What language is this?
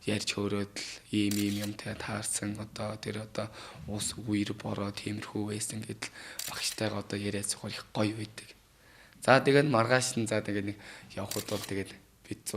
Mongolian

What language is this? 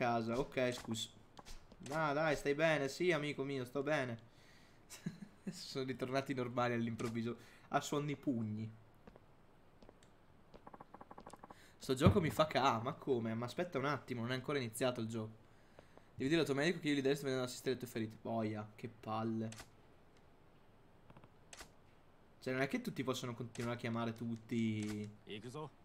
Italian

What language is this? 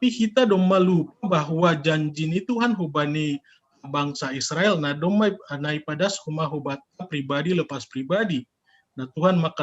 Batak Simalungun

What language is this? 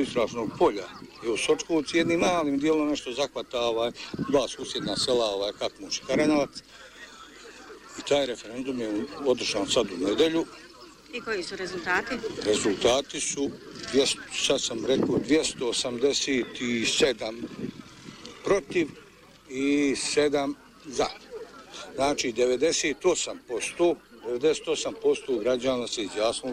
Bosnian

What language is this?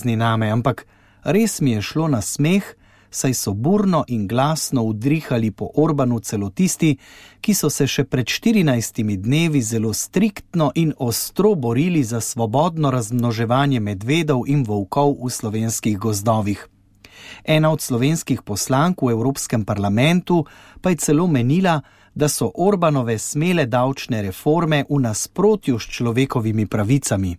Slovenian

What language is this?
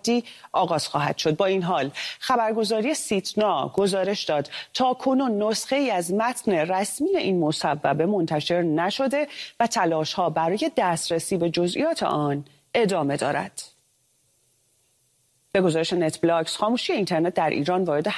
Persian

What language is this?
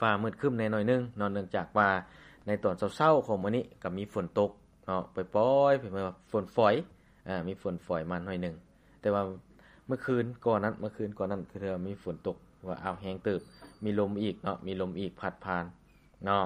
Lao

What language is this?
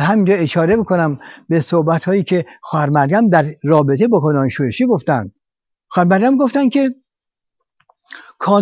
Persian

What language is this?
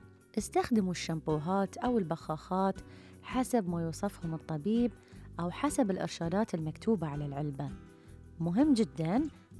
Gulf Arabic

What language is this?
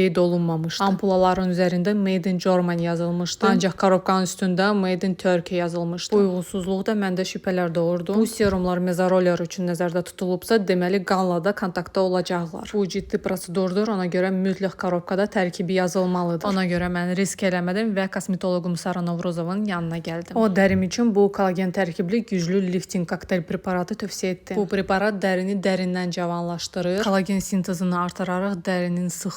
Azerbaijani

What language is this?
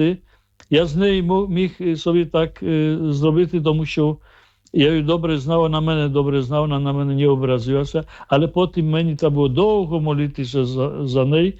Ukrainian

